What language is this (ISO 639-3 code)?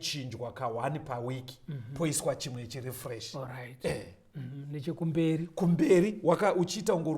sna